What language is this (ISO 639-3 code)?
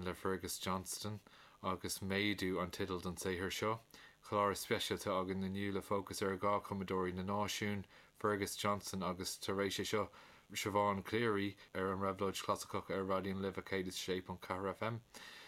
gle